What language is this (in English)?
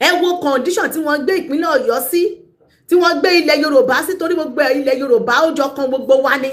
Yoruba